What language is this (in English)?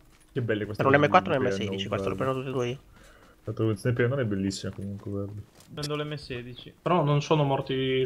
Italian